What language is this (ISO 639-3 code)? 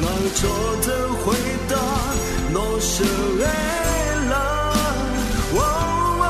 ahk